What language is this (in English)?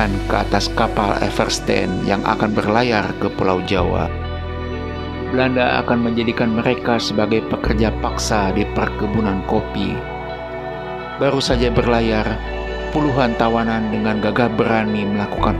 Indonesian